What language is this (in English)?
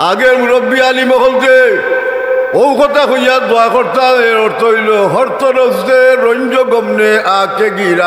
Sylheti